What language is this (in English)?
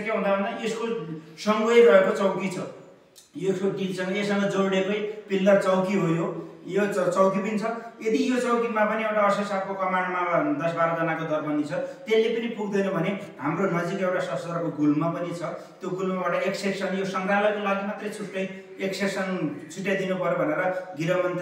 Nepali